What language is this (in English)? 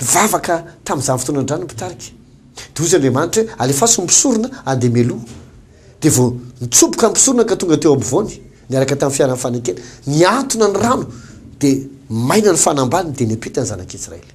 Malagasy